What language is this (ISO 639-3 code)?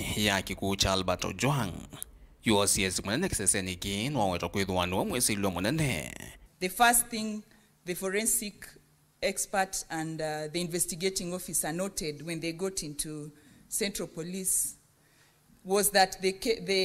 kam